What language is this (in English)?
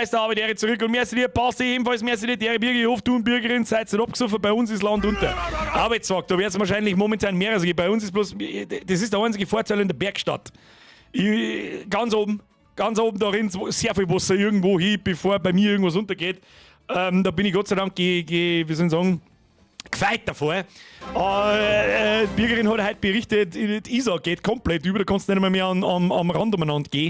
Bavarian